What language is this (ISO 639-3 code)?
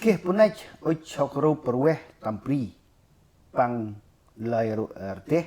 cmo